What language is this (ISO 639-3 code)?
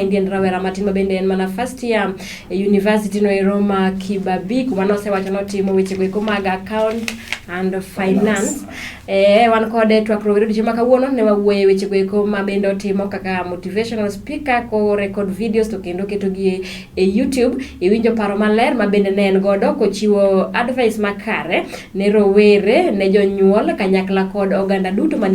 luo